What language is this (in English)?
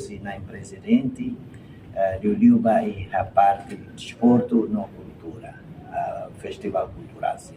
Tetum